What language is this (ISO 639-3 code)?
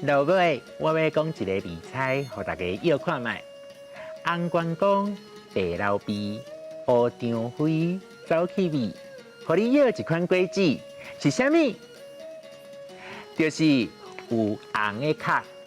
nan